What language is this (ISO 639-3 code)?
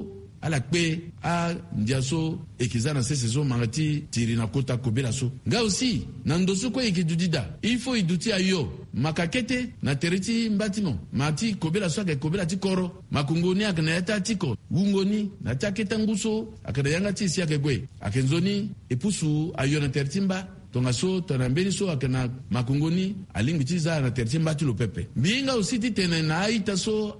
sag